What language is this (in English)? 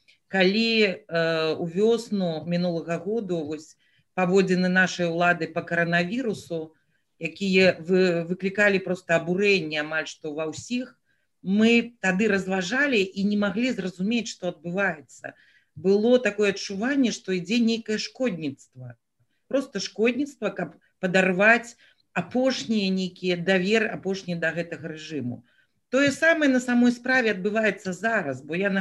Belarusian